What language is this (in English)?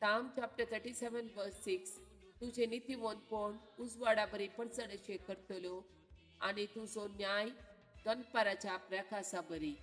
Konkani